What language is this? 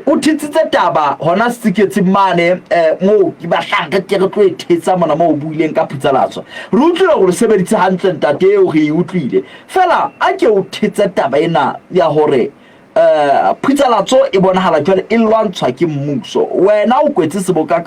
Southern Sotho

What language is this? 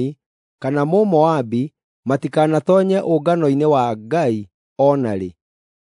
Kikuyu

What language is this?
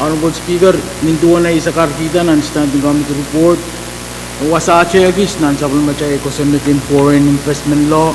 Pohnpeian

